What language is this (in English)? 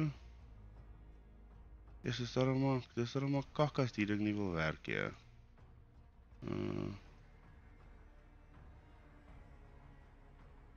Afrikaans